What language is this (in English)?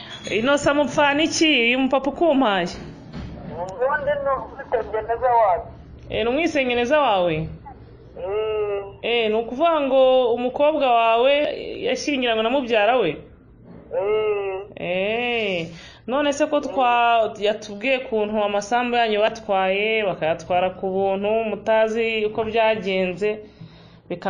Kinyarwanda